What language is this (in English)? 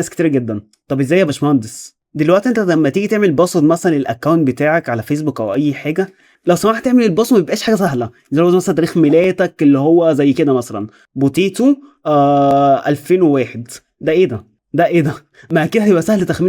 Egyptian Arabic